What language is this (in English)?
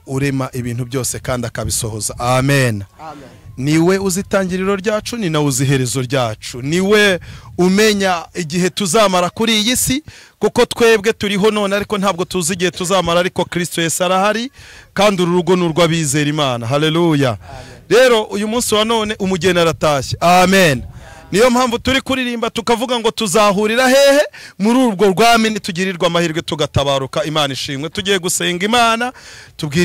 Kinyarwanda